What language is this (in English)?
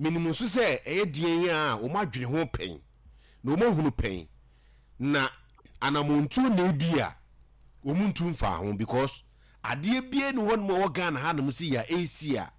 Akan